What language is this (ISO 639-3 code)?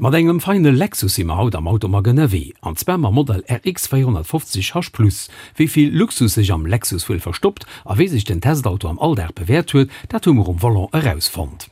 ltz